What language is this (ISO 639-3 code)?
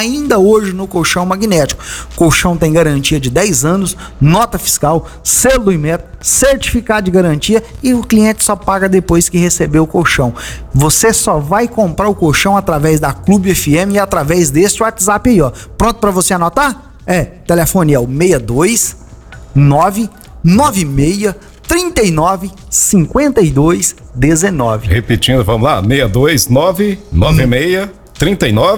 por